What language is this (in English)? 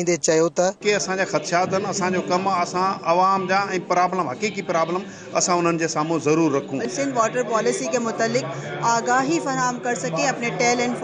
Sindhi